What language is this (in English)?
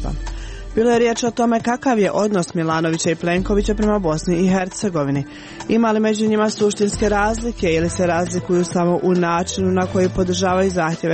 Croatian